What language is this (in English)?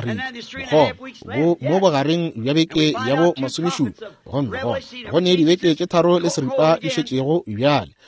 Northern Sotho